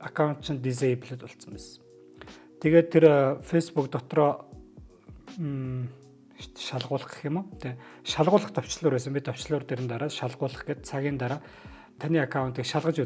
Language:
Mongolian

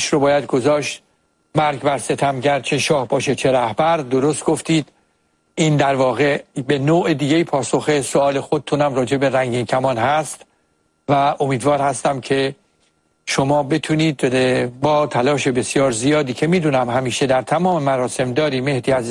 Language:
Persian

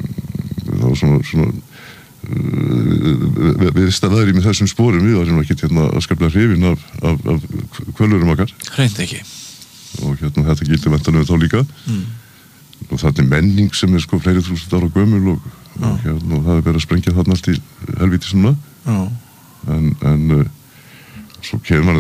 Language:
Icelandic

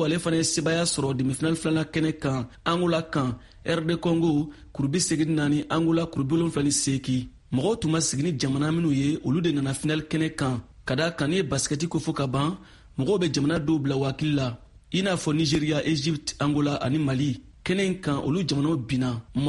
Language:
Bambara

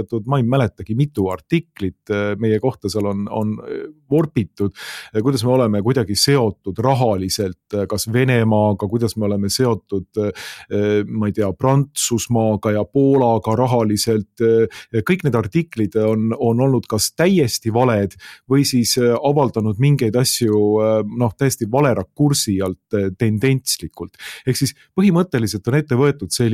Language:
Estonian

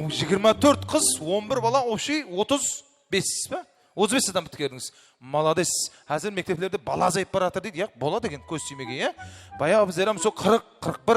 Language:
Kara-Kalpak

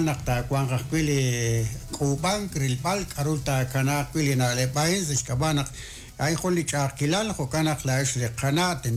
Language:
Kekchí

